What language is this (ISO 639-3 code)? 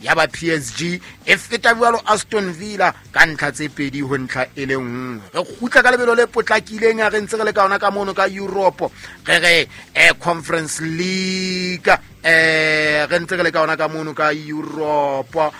sot